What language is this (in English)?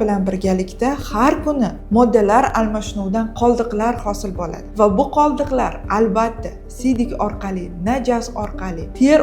Uzbek